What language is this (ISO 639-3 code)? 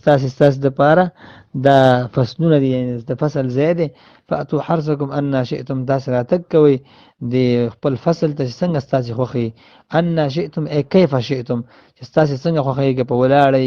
pus